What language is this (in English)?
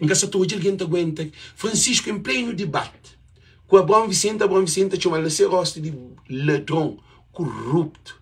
Kabuverdianu